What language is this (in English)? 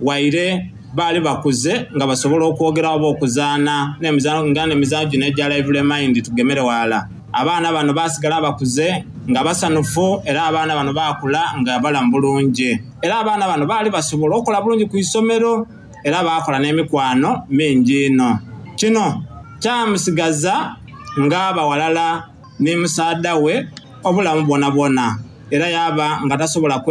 Soga